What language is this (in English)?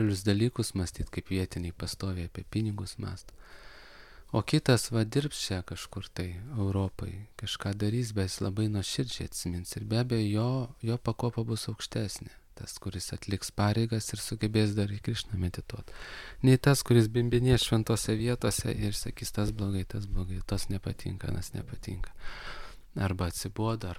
Lithuanian